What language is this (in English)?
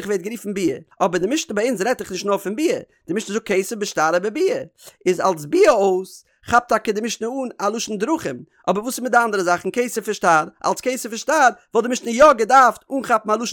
Yiddish